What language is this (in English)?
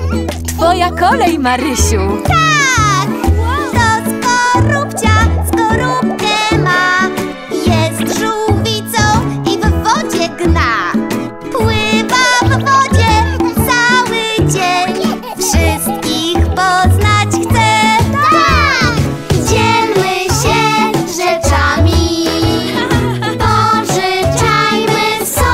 Polish